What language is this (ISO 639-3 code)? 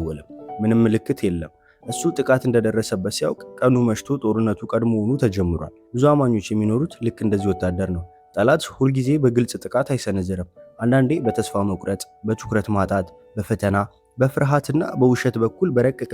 amh